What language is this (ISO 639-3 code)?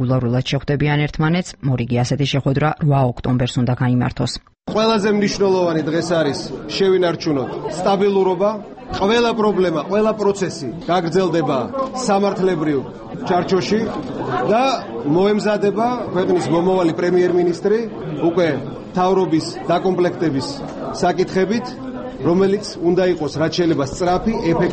kat